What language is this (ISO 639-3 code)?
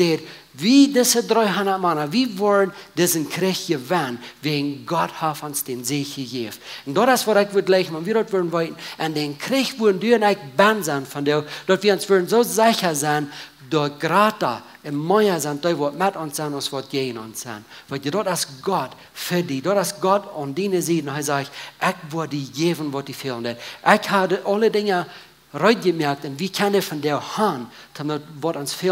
pdt